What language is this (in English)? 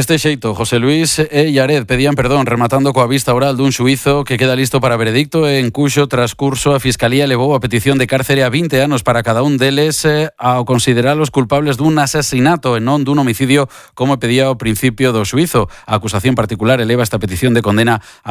Galician